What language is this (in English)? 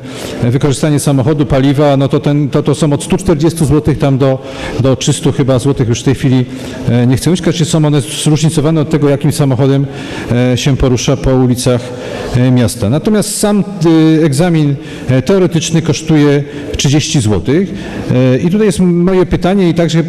Polish